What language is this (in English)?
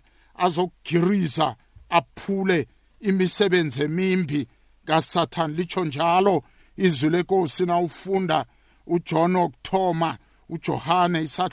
South Ndebele